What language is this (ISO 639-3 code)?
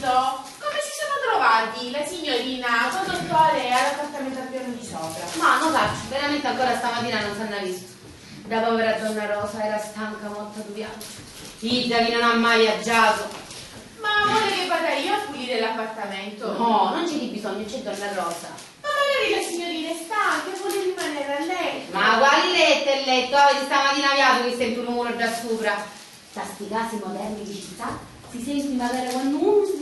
scn